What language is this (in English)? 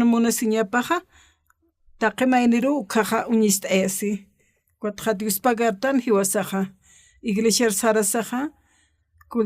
Aymara